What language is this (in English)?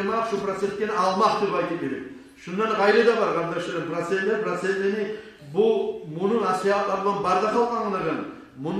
Kumyk